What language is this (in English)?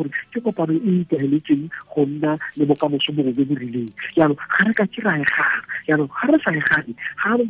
Tswana